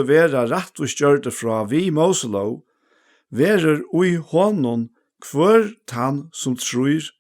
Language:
Faroese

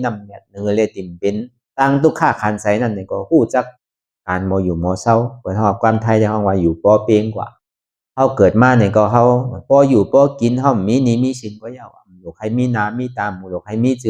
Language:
Shan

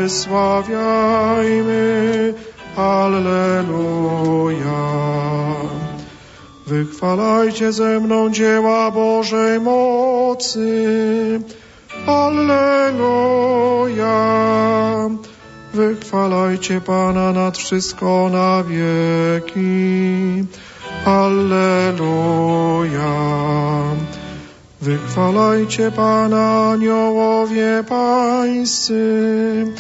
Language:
Polish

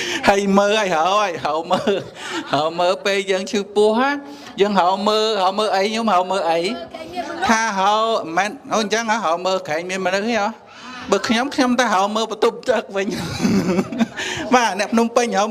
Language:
Khmer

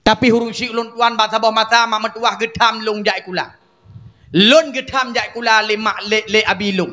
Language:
Achinese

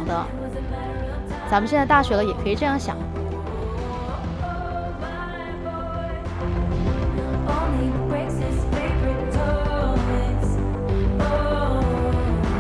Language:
Chinese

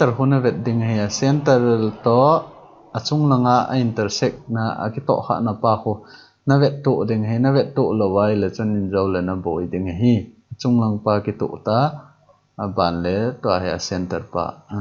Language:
Thado Chin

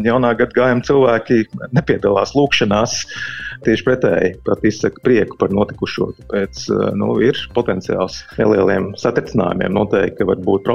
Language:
Latvian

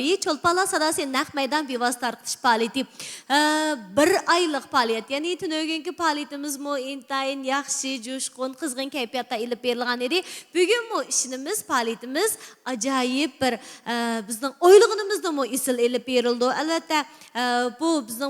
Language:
Uyghur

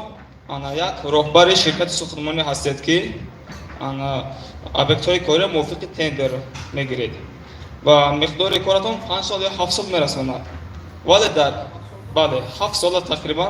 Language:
Tajik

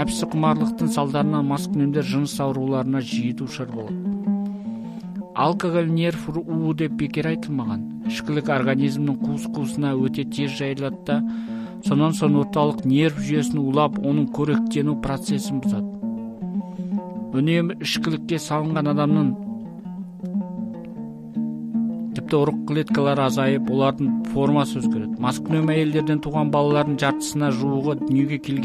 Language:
Kazakh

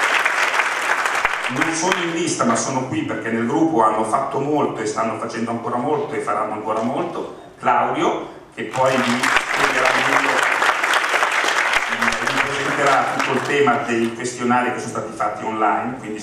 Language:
Italian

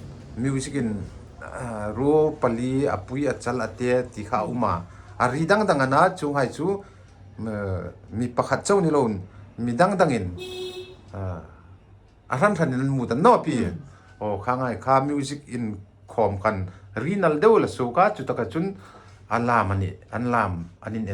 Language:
Hmar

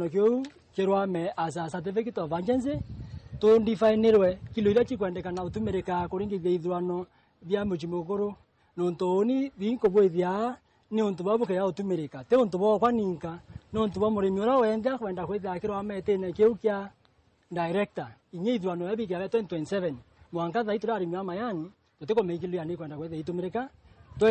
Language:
Meru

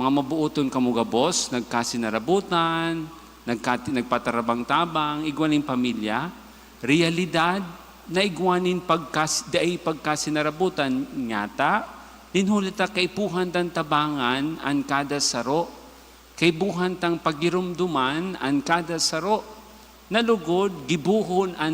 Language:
Bikol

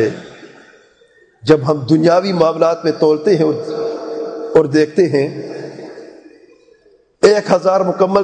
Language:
Urdu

